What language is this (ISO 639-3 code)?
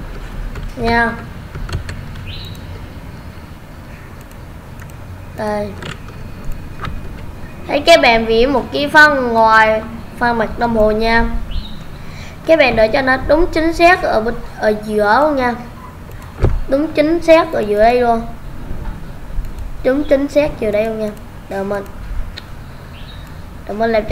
vie